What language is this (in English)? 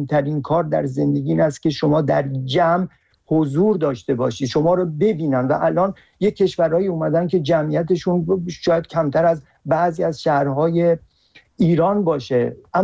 Persian